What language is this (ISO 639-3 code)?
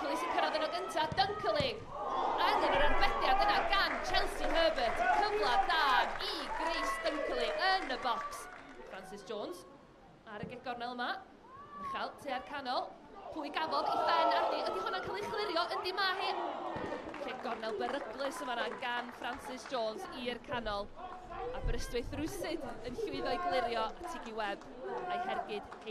cym